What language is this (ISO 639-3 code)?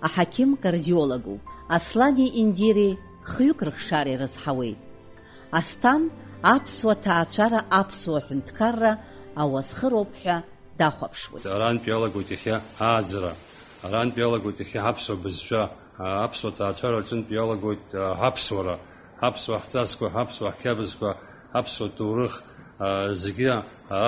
abk